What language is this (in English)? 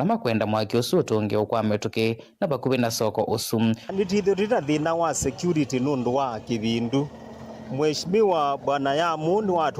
Kamba